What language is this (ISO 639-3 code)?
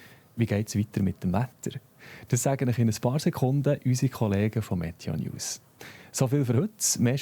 gsw